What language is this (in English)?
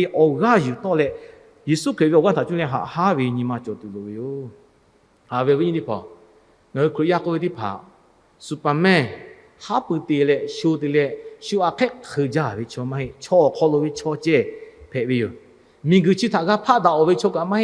Lahu